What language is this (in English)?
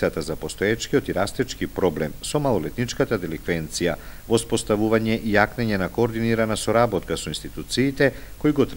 Macedonian